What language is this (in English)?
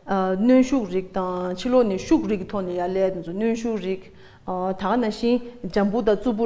Tibetan